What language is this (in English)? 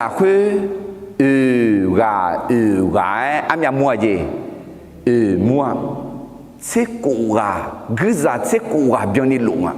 Akha